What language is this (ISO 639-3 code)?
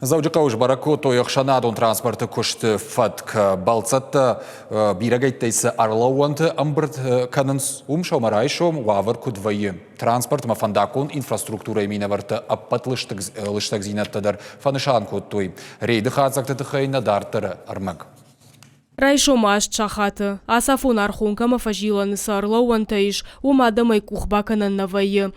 oss